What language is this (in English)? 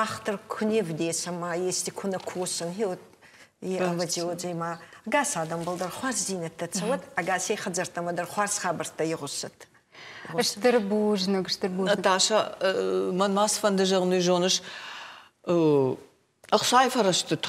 Ossetic